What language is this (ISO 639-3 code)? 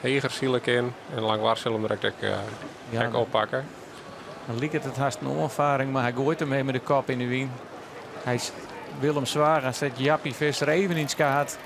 fry